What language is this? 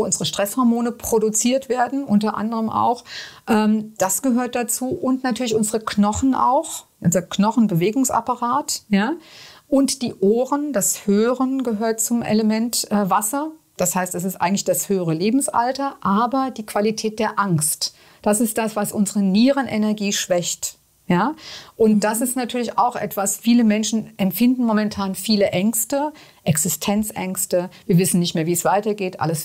German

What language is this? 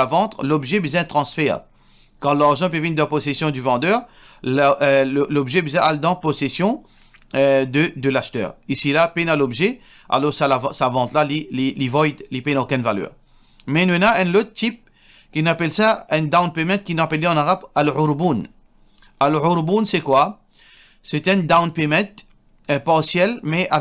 Morisyen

